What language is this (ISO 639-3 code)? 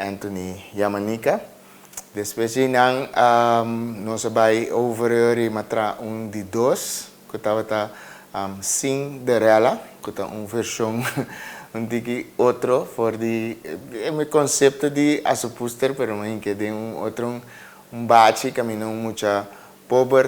pap